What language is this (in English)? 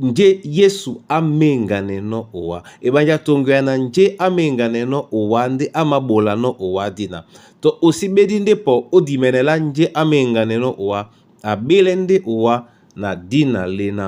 Duala